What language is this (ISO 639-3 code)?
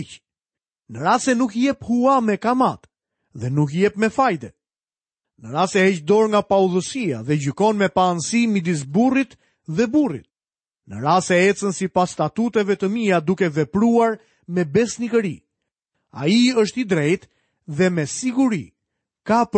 sqi